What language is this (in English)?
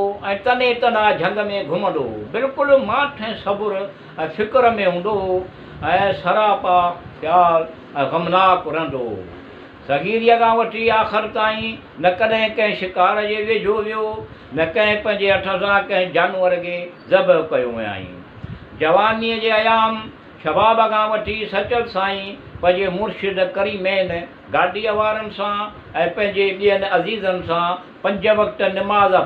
Sindhi